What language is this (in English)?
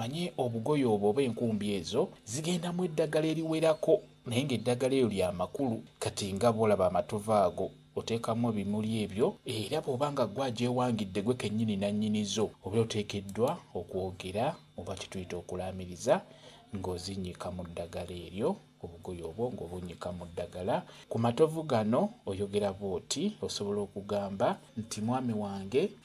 Ganda